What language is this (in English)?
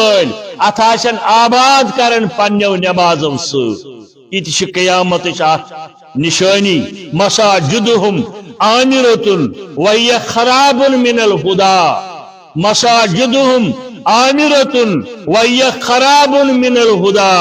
Kashmiri